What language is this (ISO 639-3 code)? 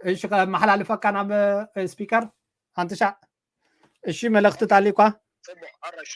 tir